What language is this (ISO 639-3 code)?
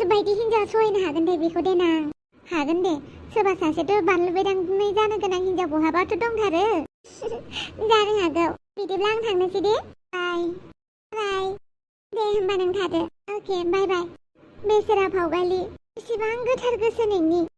brx